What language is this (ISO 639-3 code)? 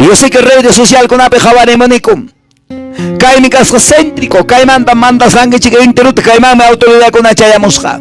que